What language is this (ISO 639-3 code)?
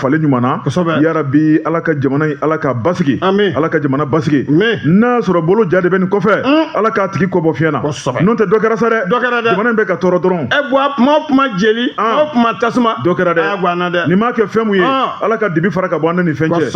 bam